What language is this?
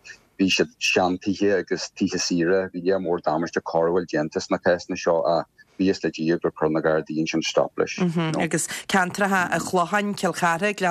Irish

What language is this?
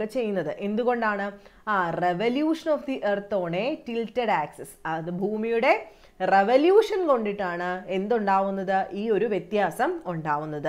Malayalam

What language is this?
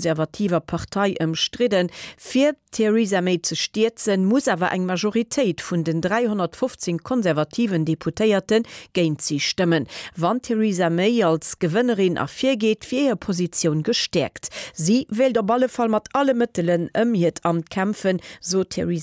Luxembourgish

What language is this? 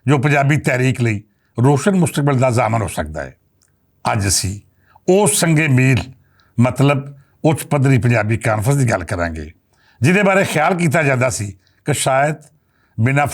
Western Panjabi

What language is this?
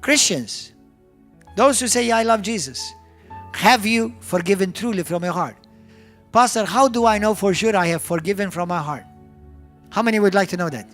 English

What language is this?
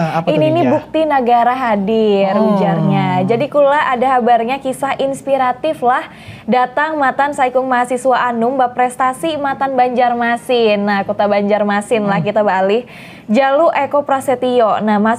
Banjar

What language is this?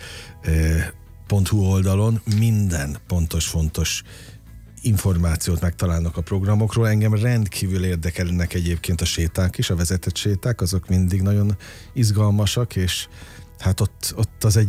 Hungarian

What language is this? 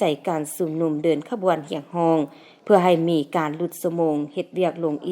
Lao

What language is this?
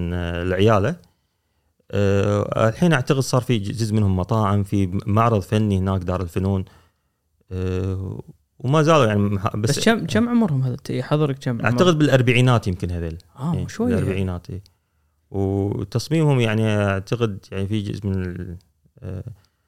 Gulf Arabic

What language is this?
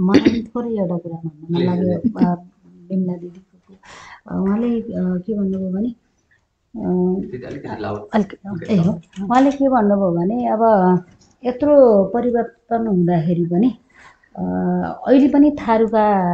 Nepali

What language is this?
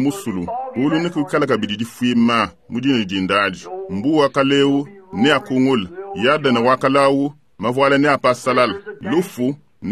Luba-Lulua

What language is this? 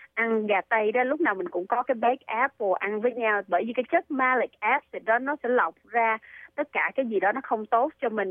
Vietnamese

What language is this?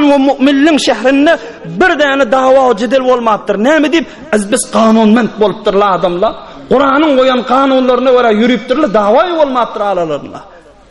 Turkmen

